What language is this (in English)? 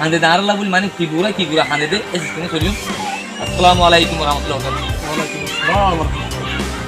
Rohingya